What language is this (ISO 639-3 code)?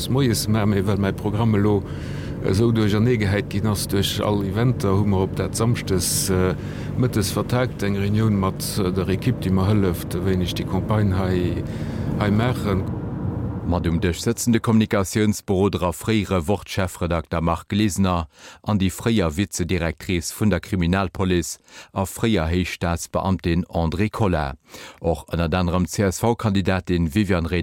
ltz